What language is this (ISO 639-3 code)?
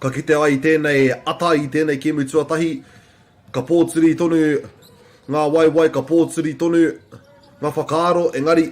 mri